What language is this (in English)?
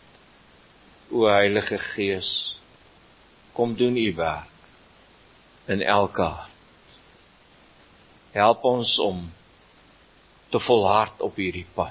Afrikaans